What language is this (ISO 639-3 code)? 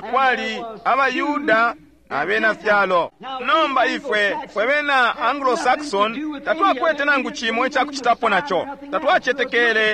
bem